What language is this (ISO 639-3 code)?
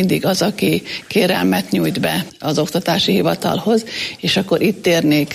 hun